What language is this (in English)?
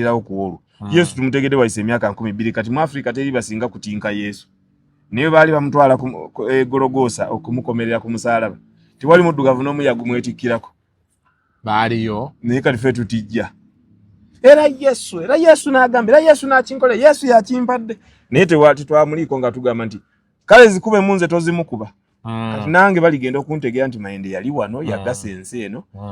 Ganda